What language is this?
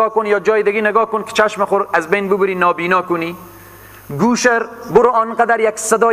Persian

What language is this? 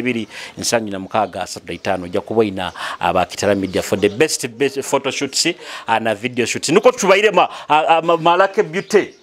Nyoro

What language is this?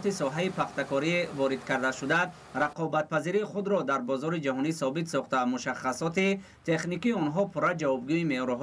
Tajik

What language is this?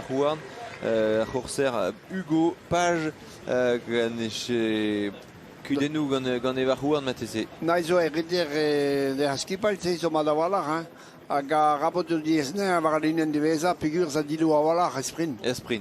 Breton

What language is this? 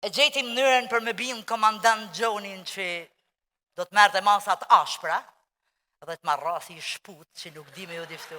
Albanian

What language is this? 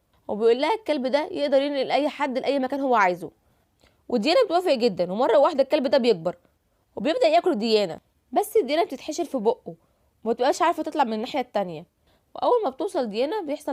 Egyptian Arabic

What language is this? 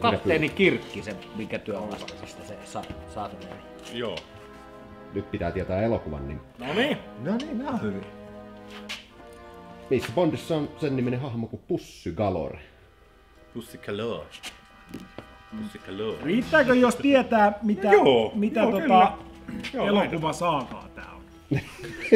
Finnish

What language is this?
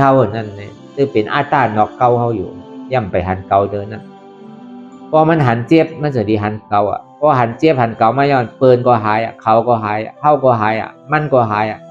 Shan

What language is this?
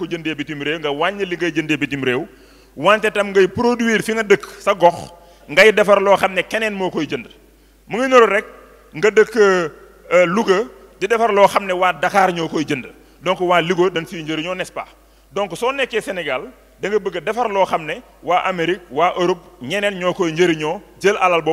Wolof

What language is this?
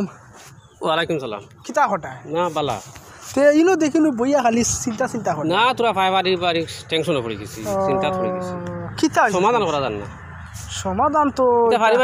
Sylheti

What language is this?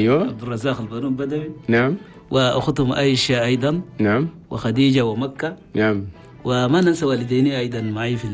Chadian Arabic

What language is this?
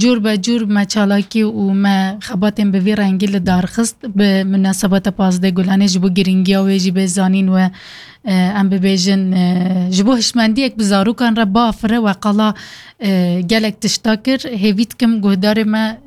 Kurdish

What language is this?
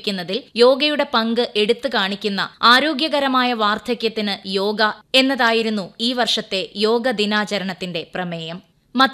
Malayalam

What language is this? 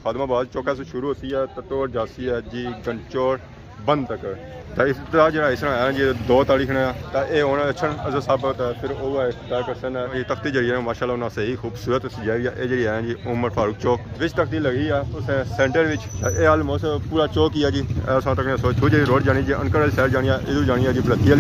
Pahari-Potwari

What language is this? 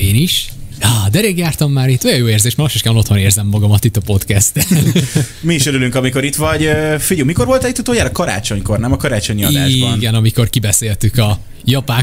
Hungarian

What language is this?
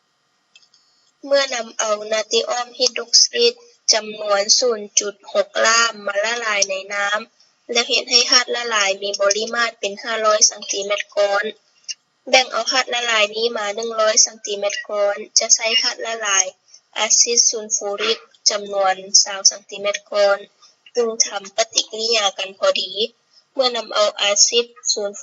Lao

